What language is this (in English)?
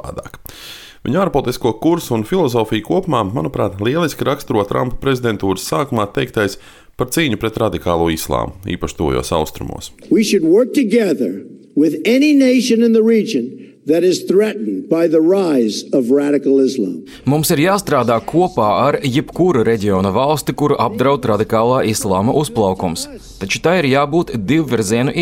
Latvian